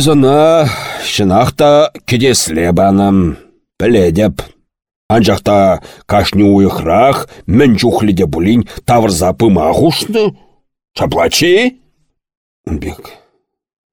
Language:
Chuvash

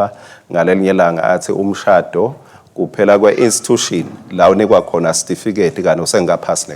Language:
Swati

